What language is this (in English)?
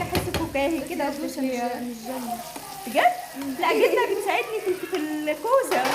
Egyptian Arabic